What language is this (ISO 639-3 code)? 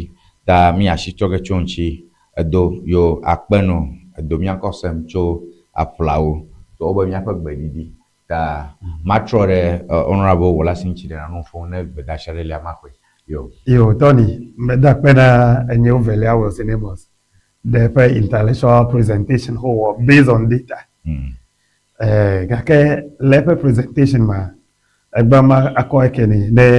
ewe